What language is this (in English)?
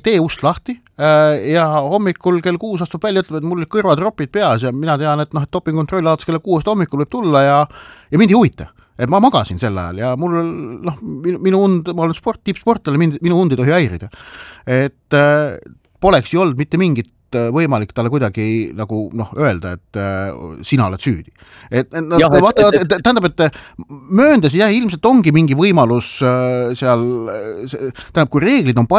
Estonian